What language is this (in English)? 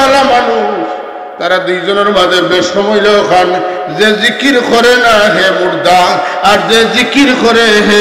Sylheti